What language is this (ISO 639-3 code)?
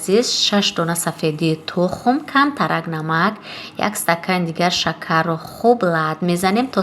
tgk